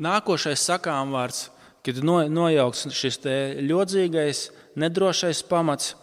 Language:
Latvian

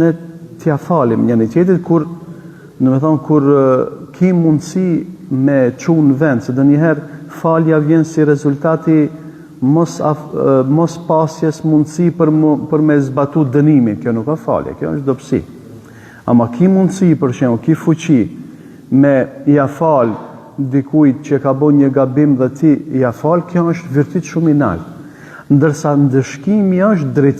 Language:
Albanian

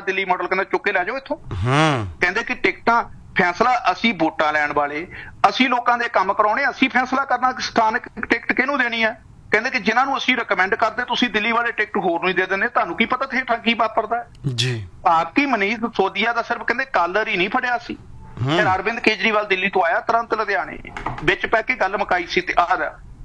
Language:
Punjabi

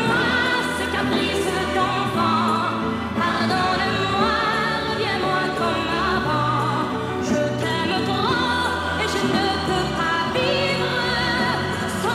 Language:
French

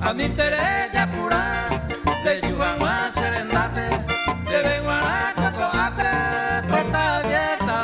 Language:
Guarani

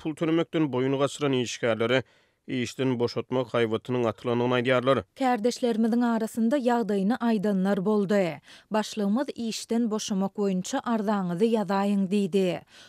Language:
Turkmen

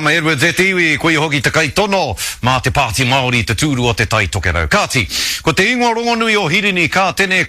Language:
Māori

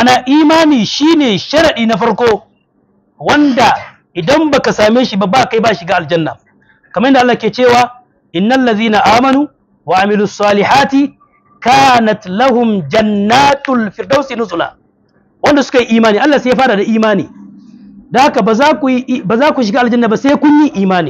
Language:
Hausa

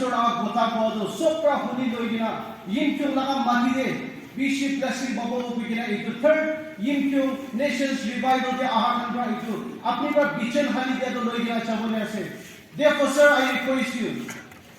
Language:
Naga Pidgin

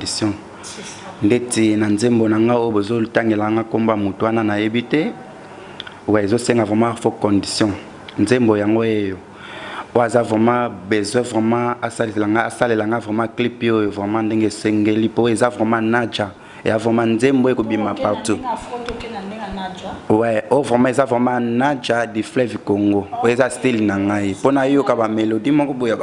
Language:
Lingala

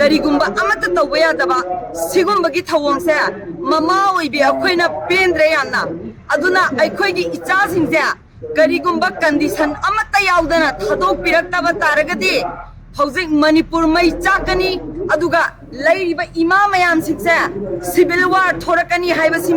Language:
Manipuri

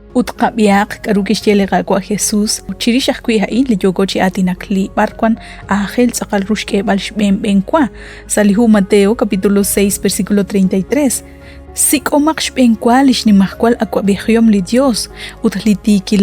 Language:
Kekchí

